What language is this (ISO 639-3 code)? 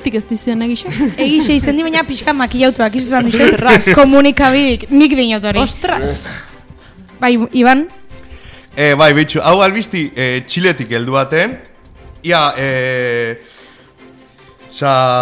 eus